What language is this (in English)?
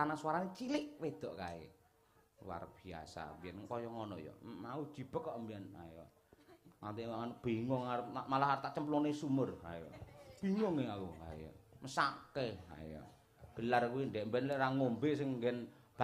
Javanese